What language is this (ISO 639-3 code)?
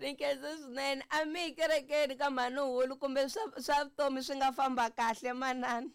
tso